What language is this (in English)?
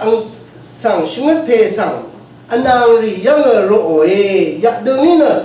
Rawang